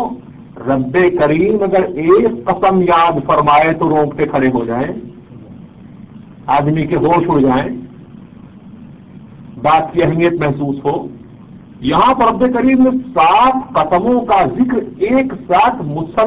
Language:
Urdu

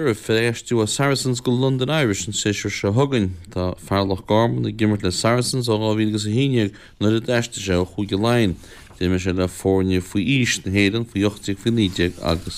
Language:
Irish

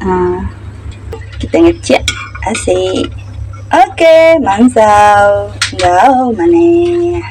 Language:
Iban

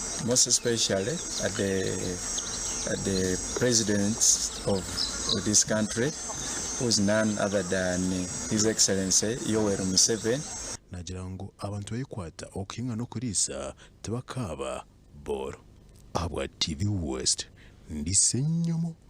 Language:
Nyankole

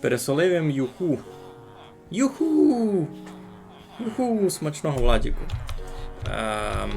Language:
Rusyn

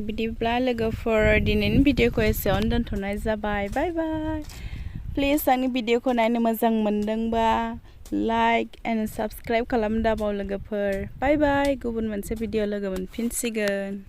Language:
Bodo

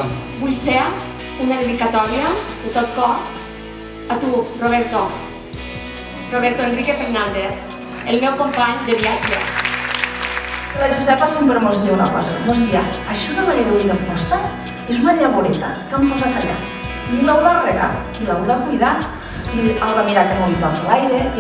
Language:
Catalan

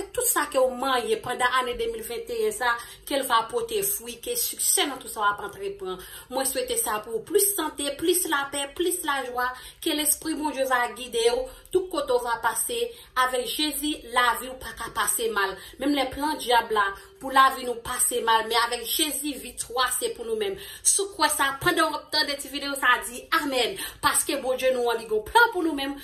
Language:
Haitian Creole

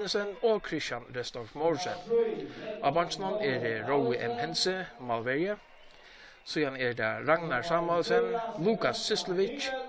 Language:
Faroese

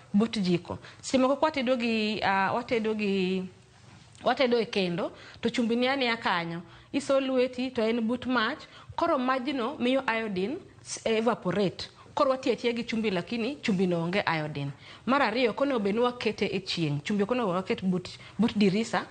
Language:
Luo (Kenya and Tanzania)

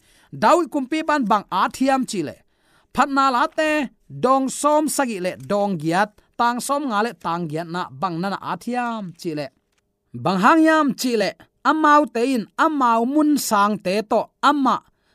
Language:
Tedim Chin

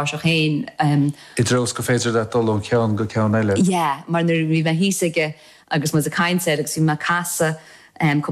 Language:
Irish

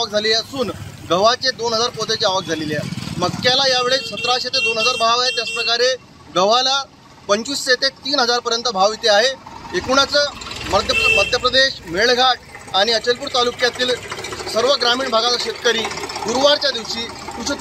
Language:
Marathi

